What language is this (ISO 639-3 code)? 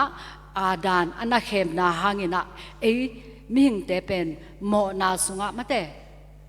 ctd